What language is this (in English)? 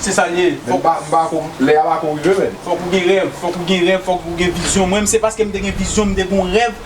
Haitian Creole